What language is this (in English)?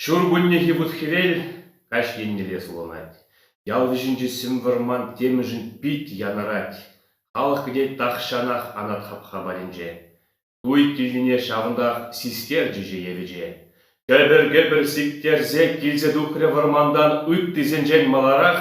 Chuvash